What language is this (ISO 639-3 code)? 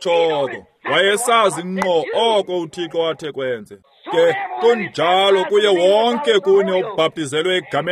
xho